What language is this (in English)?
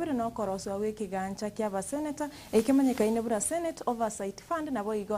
Gusii